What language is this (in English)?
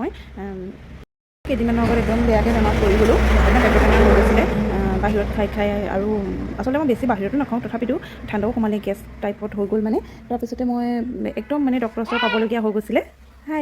Assamese